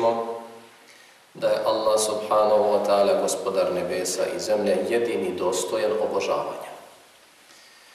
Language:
Bosnian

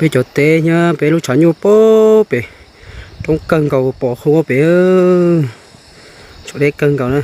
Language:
Hmong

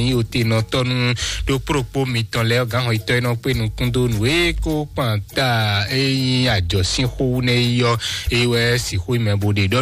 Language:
Fon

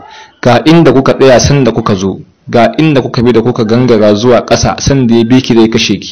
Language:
Hausa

